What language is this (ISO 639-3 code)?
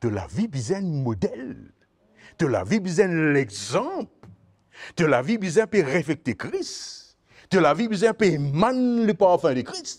mfe